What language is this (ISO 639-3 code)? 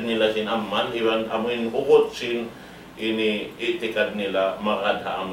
tsg